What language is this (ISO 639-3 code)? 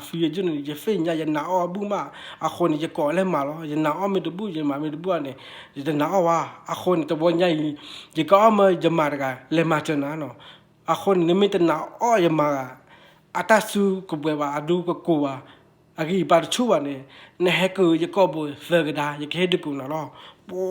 ksw